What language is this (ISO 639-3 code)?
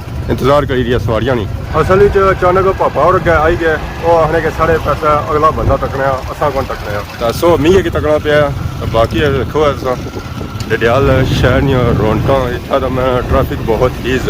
phr